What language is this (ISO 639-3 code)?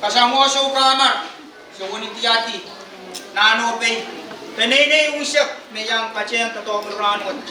pon